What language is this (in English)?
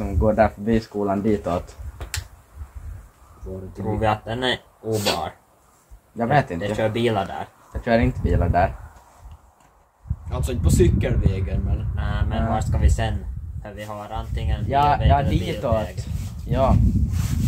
Swedish